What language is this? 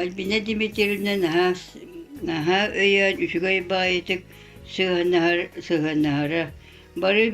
Yakut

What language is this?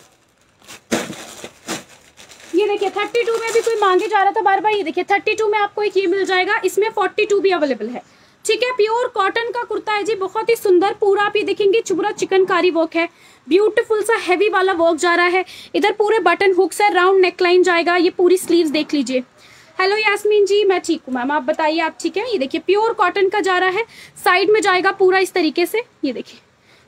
Hindi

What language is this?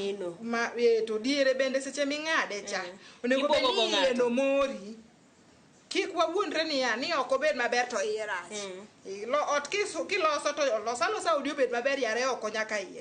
Luo (Kenya and Tanzania)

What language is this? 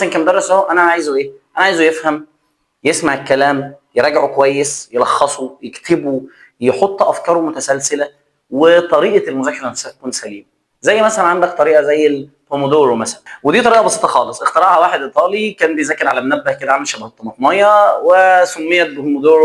Egyptian Arabic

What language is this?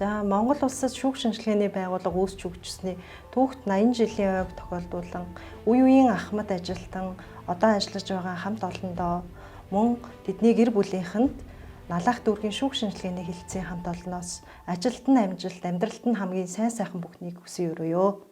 Mongolian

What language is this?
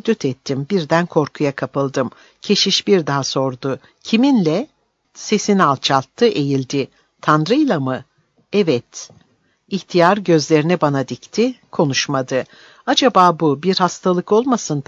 Turkish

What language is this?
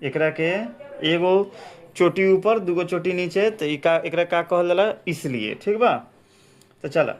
Bhojpuri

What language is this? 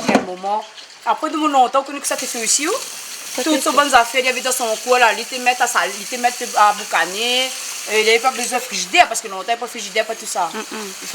Réunion Creole French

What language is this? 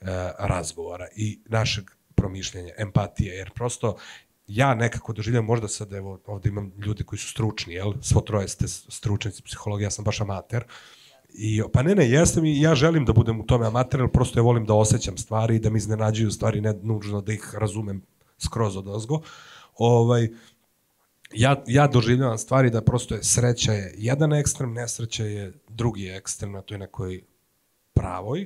Serbian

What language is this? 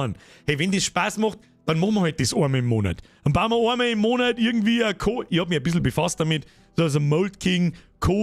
Bavarian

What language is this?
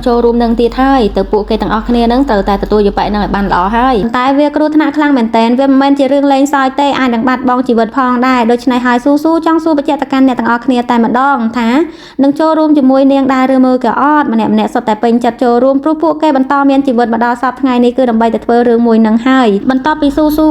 Khmer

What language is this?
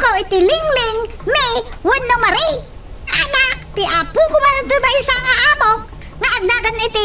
Iloko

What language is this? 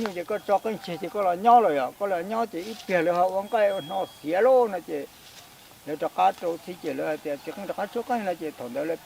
Hmong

